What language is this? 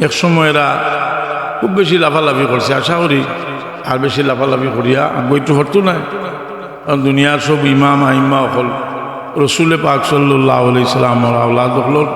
Sylheti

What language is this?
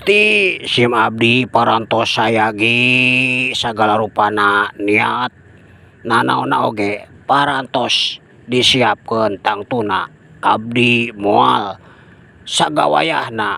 Sundanese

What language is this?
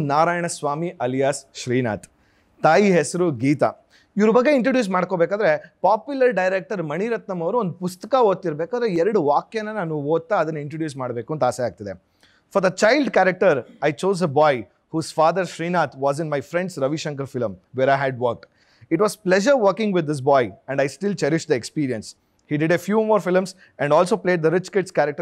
Kannada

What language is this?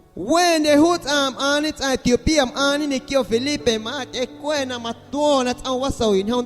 Guerrero Amuzgo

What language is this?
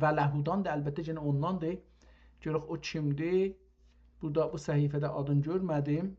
South Azerbaijani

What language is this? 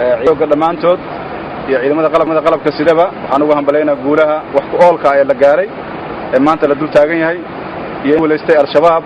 Somali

